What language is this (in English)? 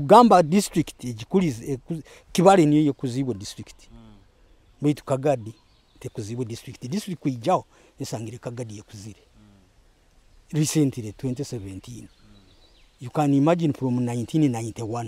Nyoro